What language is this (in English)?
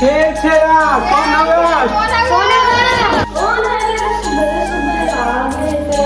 Chhattisgarhi